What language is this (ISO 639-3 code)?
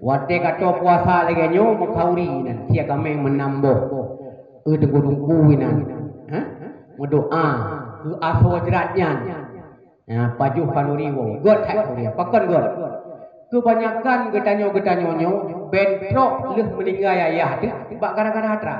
ace